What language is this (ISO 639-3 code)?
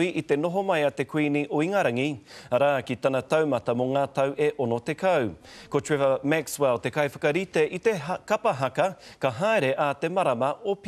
mri